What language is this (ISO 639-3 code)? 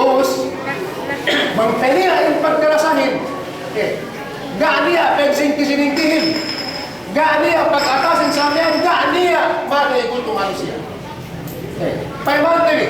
yka